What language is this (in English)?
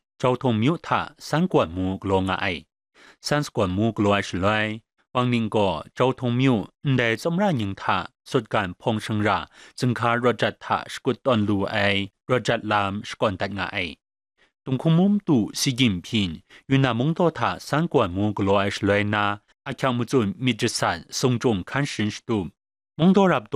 Kachin